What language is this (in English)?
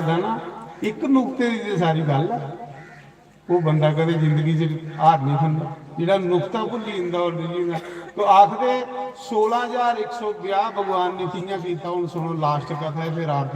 Dogri